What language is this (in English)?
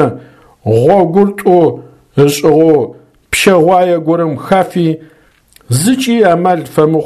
Adyghe